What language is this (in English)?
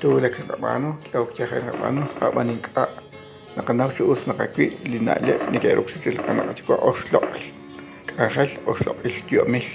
Kekchí